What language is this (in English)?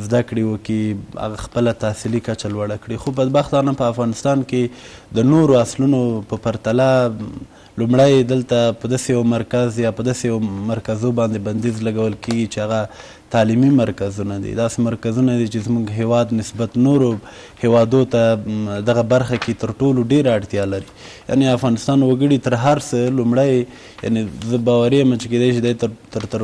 Pashto